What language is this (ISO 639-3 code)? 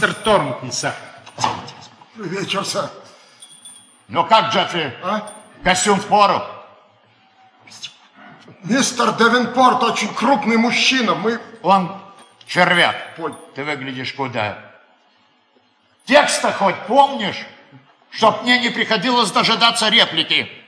rus